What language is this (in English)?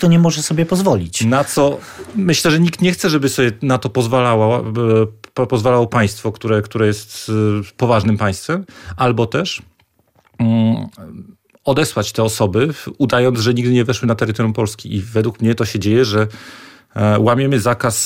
Polish